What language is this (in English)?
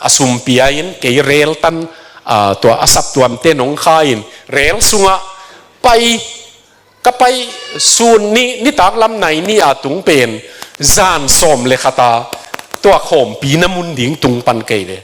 Tedim Chin